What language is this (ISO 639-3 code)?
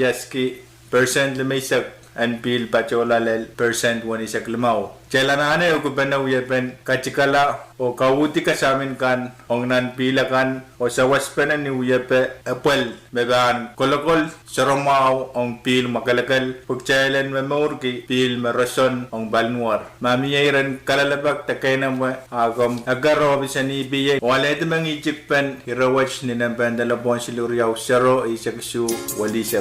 pon